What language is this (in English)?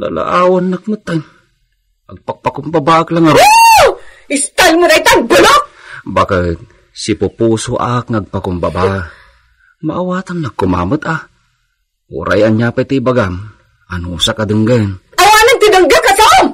Iloko